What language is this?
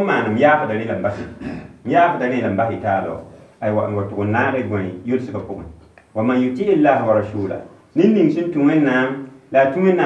Mossi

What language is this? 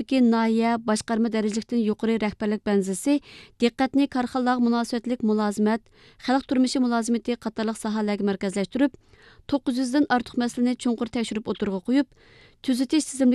Uyghur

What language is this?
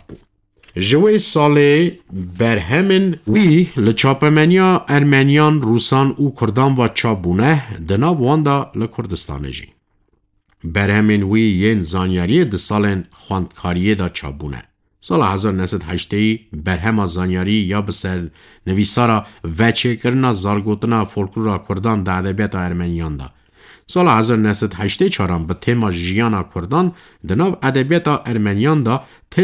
Kurdish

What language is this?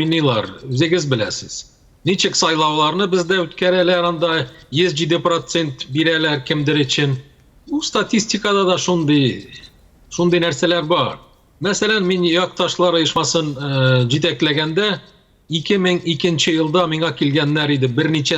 Tatar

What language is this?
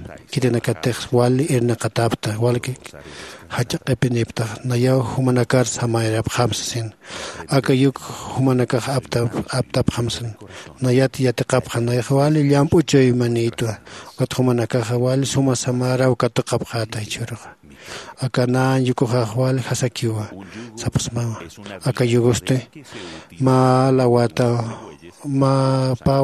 Aymara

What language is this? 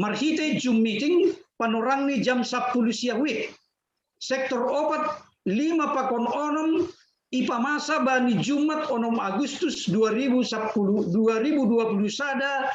Batak Simalungun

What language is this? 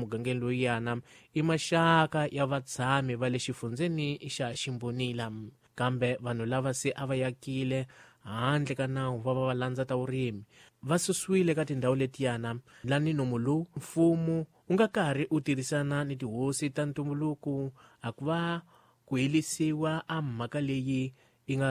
Tsonga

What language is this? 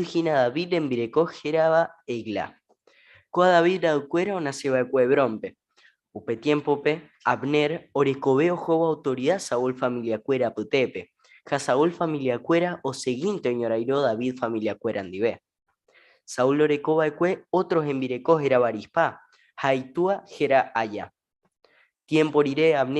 Guarani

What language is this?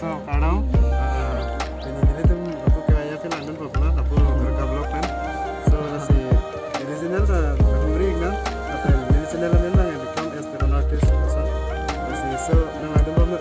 Karbi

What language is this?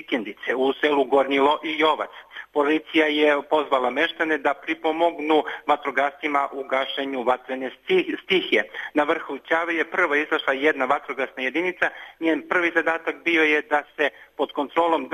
Serbian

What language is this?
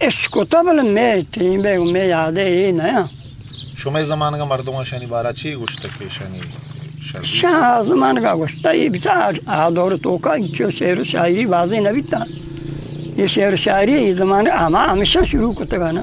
Eastern Balochi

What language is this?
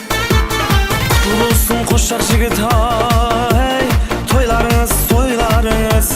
Kara-Kalpak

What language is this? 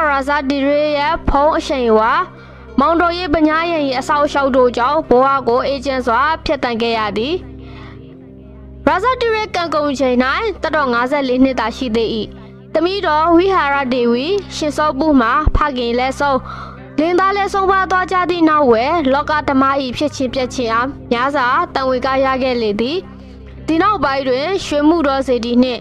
Burmese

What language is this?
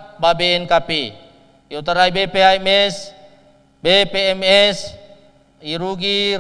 Nias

